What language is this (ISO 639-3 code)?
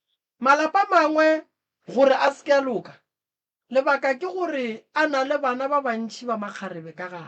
nso